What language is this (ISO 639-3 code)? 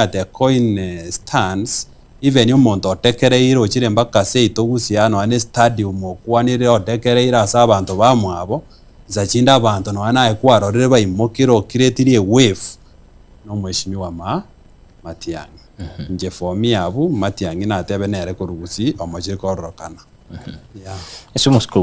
guz